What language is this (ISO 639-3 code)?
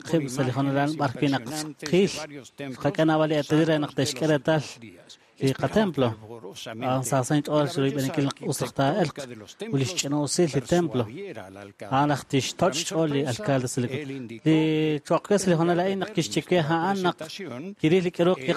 kek